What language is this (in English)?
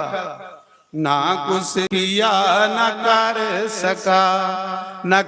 Dogri